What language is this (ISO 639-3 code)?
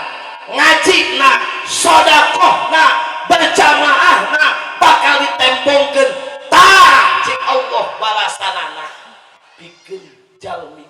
sun